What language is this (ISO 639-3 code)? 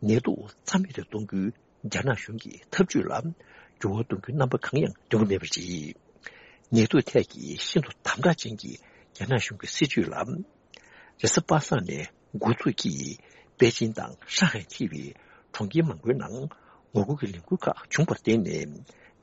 bod